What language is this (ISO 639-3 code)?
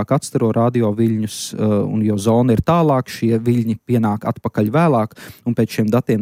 lav